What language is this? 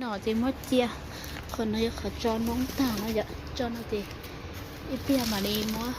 Hmong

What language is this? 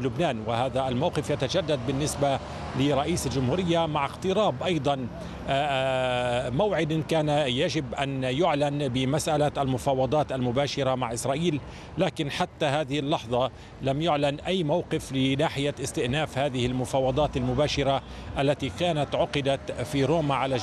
Arabic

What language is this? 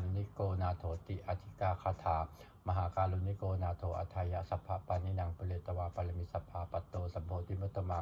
Pali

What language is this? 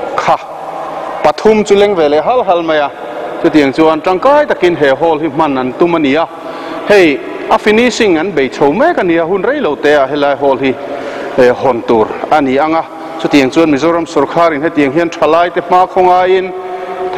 Mizo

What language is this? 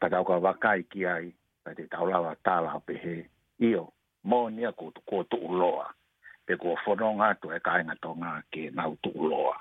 Tongan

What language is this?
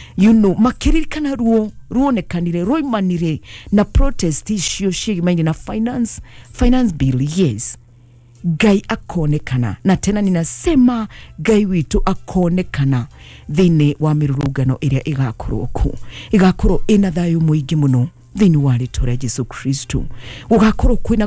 Kikuyu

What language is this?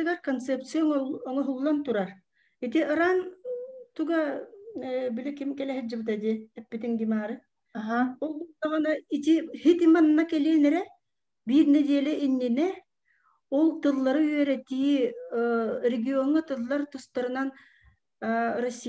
Yakut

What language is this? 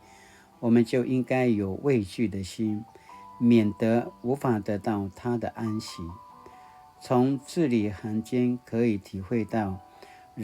Paiwan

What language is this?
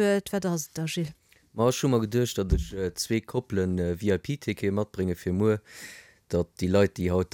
Luxembourgish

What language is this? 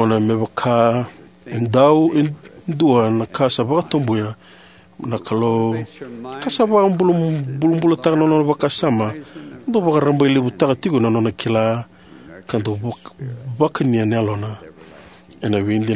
Fijian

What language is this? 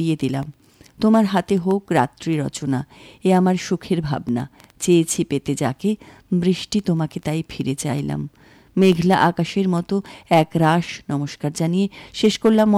Bangla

